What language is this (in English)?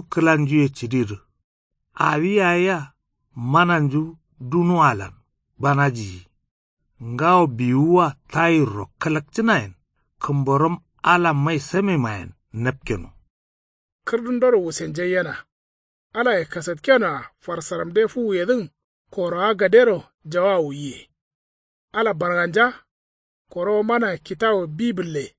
Kanuri